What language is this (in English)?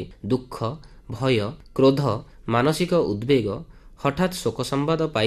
Odia